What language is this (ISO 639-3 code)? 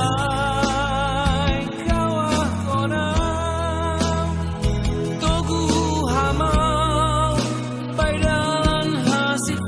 bts